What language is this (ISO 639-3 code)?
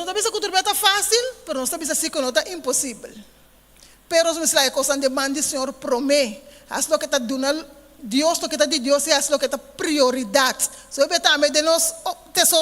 pap